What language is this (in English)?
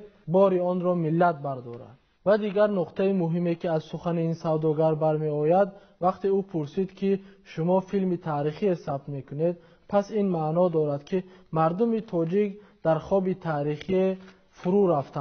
Tajik